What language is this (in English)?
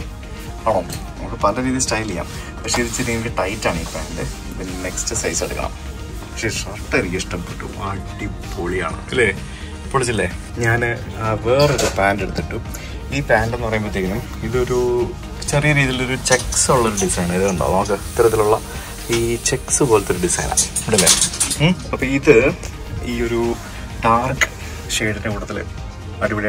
Malayalam